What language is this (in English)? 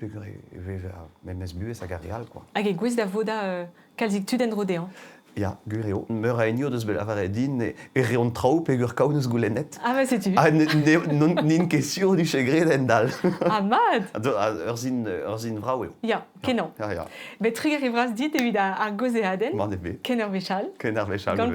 Breton